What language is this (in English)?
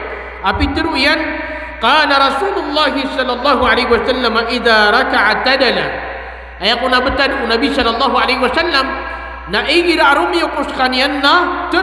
Maranao